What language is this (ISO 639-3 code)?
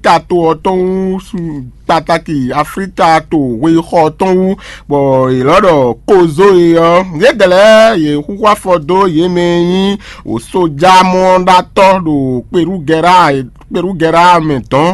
fon